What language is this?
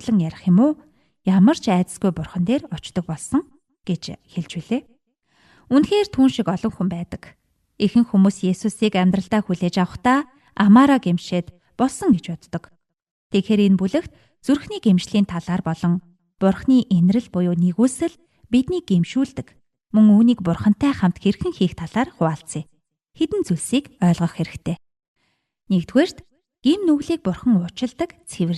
Mongolian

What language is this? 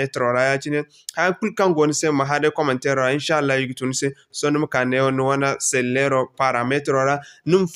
Zarma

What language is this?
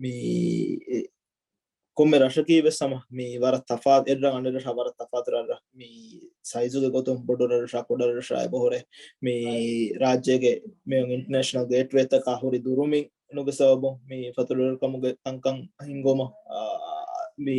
Divehi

